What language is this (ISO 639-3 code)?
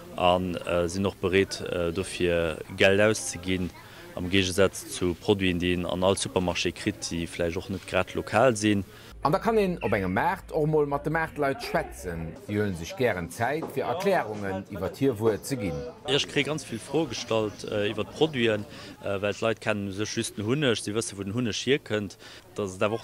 ltz